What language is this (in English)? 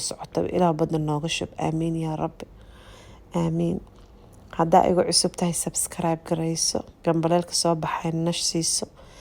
Somali